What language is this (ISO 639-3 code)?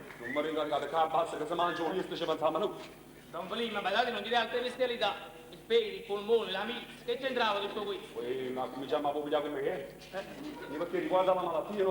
nap